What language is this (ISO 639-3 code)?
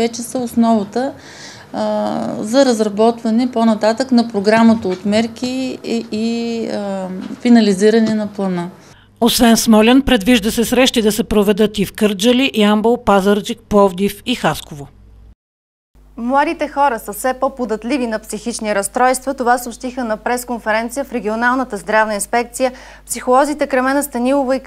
bul